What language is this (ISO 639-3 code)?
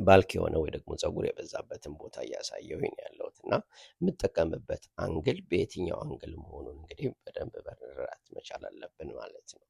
amh